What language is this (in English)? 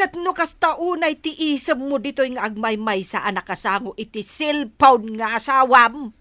Iloko